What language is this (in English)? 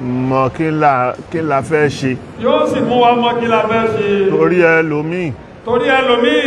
Yoruba